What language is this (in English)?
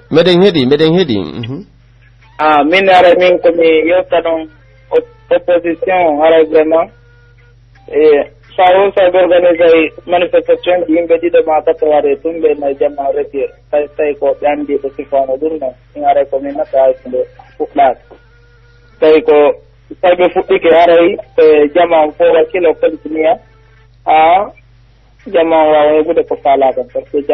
Pular